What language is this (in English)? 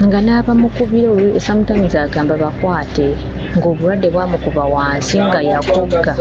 Ganda